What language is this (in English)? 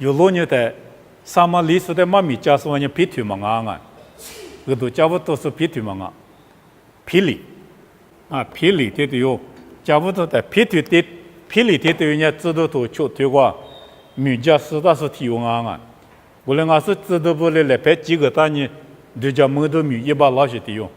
Lisu